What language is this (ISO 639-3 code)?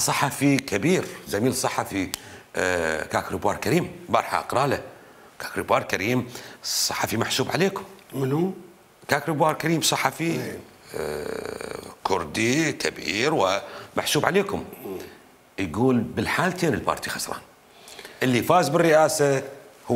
acm